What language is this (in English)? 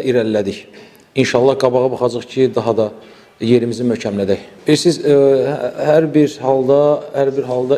Azerbaijani